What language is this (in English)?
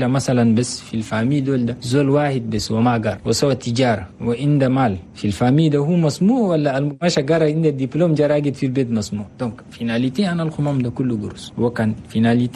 Chadian Arabic